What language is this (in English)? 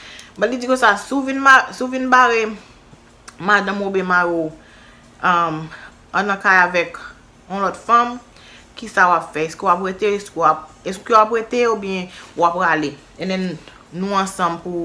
Haitian Creole